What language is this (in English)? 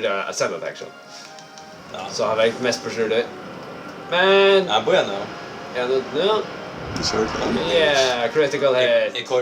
Faroese